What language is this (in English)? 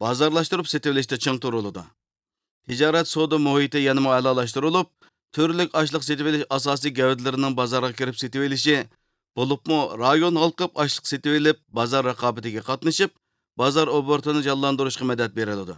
Uyghur